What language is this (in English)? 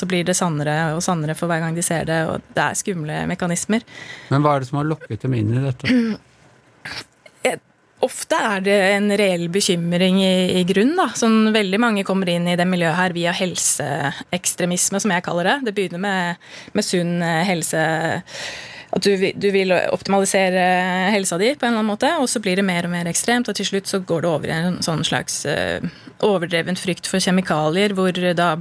Norwegian